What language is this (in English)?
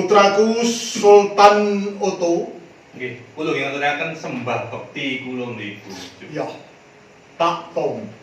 Javanese